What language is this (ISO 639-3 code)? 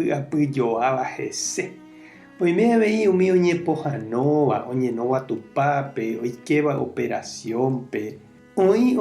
grn